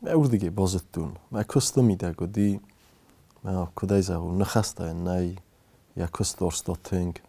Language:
Ossetic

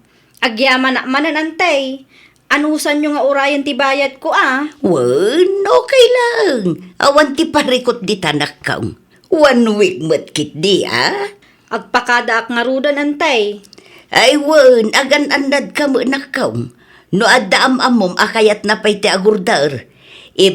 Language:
Iloko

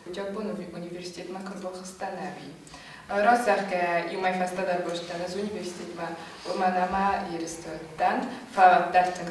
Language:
Ossetic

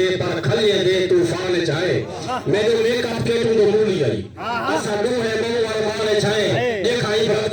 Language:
Saraiki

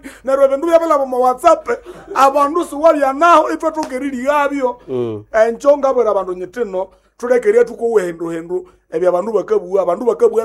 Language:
Nande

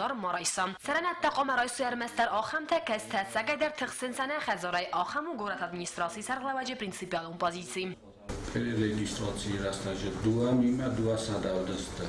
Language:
Ossetic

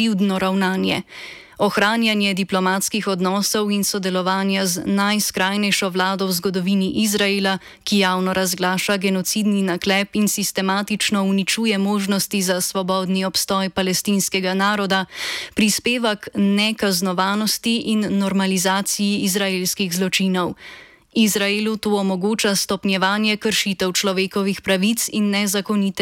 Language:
Slovenian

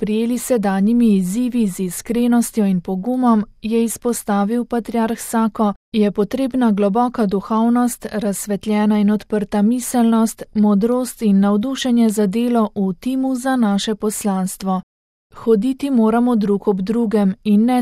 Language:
Slovenian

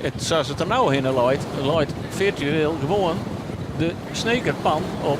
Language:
Western Frisian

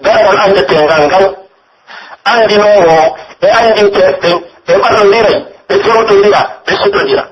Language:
Pular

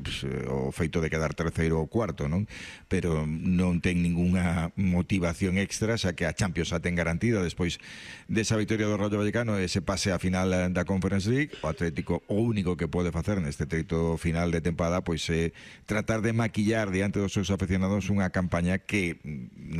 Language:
Galician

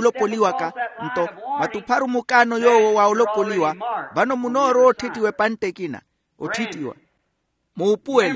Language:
Makhuwa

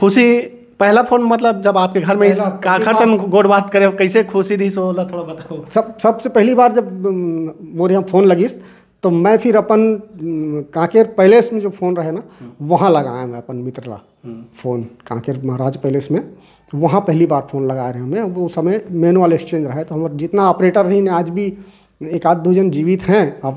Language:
Chhattisgarhi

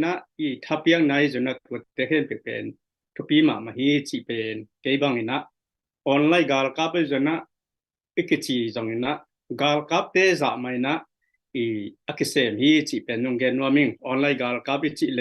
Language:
Tedim Chin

